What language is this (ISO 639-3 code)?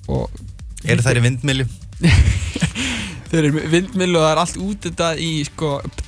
isl